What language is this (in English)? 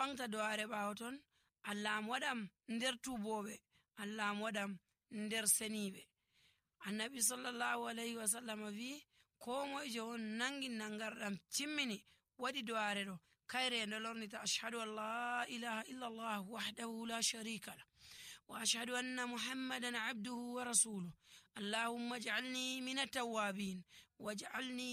Nigerian Fulfulde